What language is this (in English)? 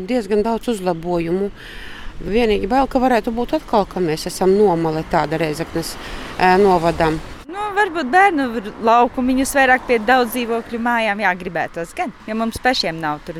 Latvian